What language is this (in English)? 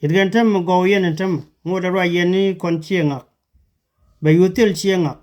Nuer